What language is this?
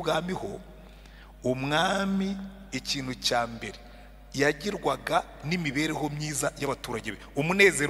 Kinyarwanda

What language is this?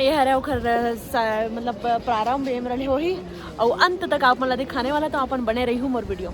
Chhattisgarhi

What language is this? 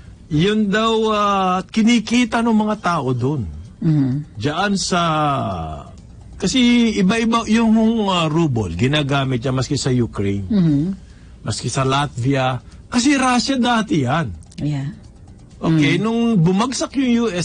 Filipino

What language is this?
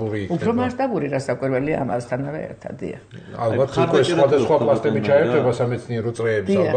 Georgian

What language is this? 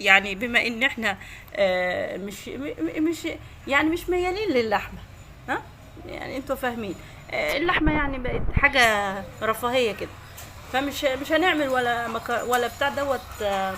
Egyptian Arabic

